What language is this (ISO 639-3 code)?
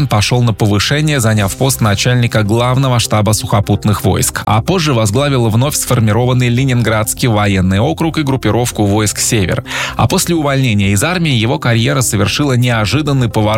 rus